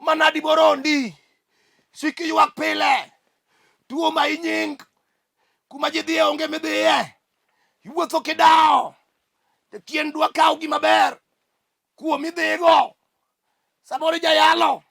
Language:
Luo (Kenya and Tanzania)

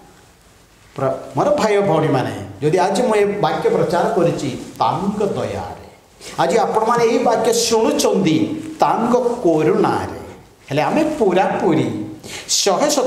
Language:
Odia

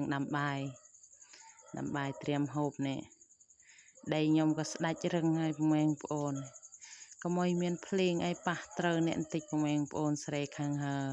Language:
Khmer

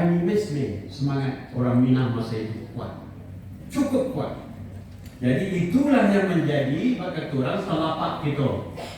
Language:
Minangkabau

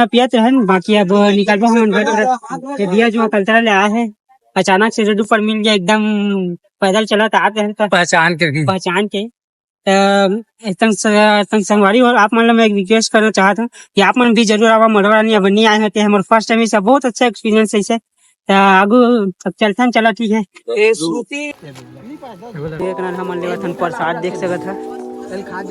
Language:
Chhattisgarhi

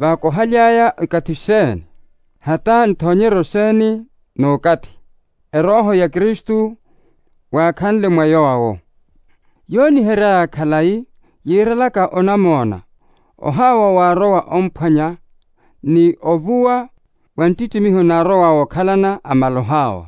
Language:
Makhuwa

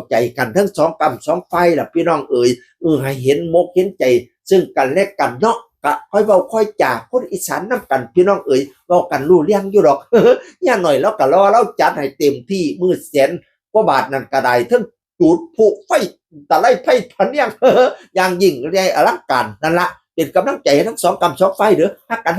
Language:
Northeastern Thai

